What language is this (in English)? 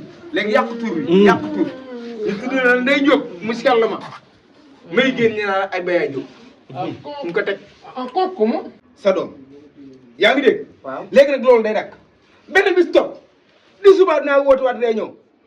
Wolof